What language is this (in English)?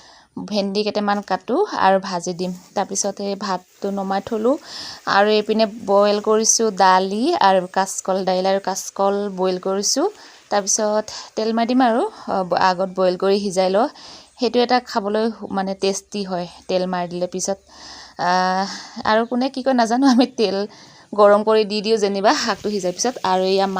Assamese